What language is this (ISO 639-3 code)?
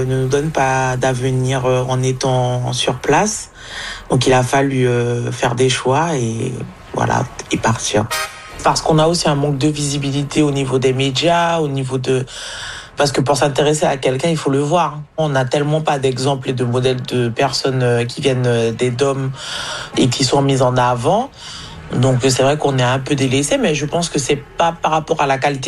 fra